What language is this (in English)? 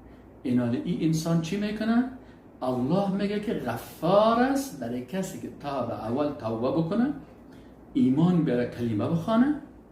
Persian